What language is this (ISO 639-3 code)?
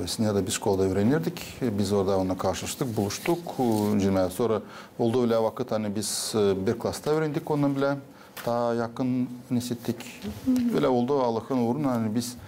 gag